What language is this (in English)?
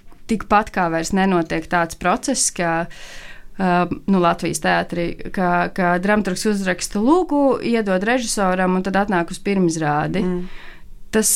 Latvian